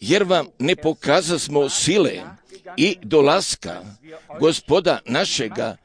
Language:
Croatian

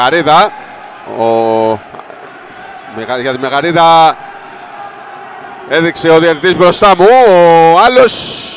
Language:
Greek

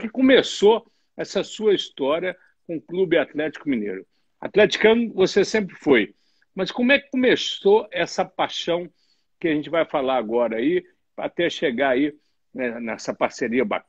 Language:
Portuguese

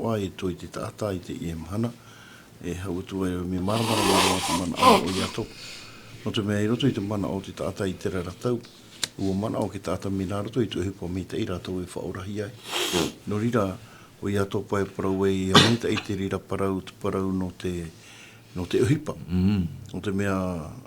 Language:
Tahitian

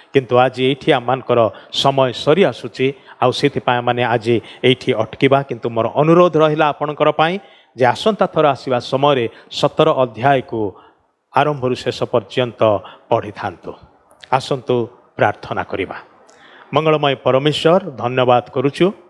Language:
Odia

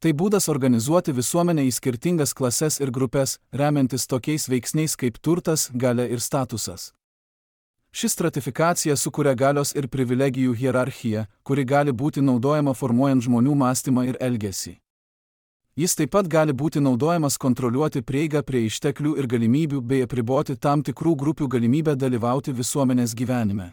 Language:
Lithuanian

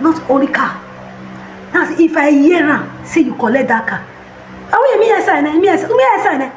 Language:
Nigerian Pidgin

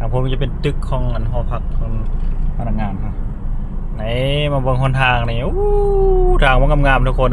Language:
Lao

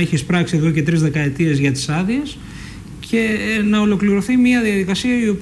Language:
Greek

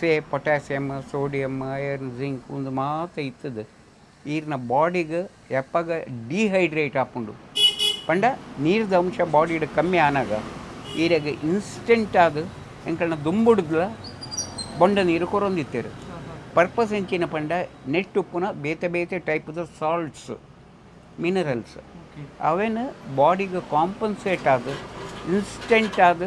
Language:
Tulu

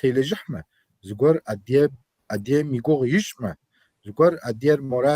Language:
Kabardian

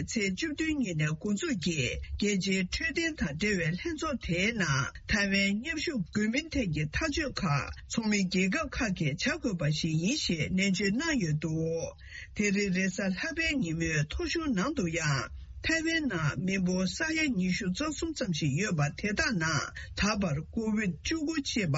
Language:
Tibetan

